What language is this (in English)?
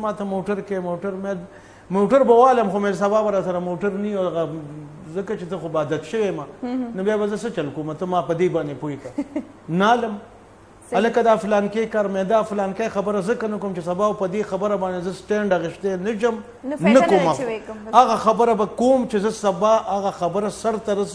Pashto